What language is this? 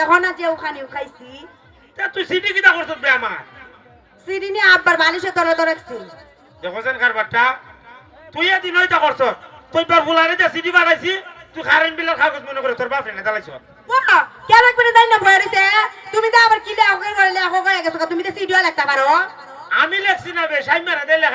Sylheti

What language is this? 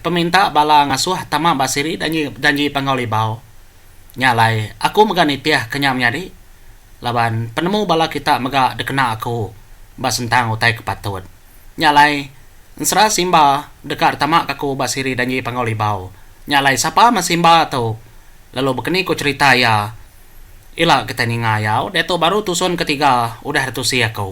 Iban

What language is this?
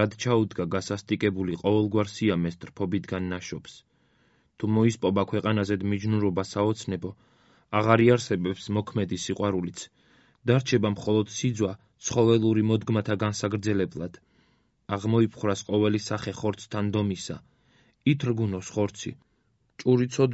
Georgian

